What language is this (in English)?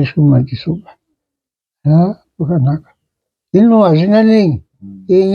Shona